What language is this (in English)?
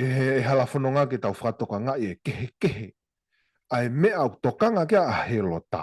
Tongan